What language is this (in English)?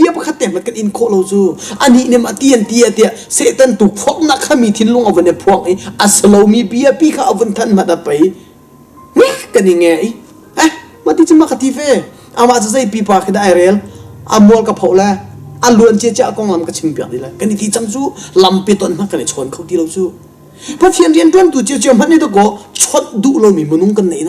Hakha Chin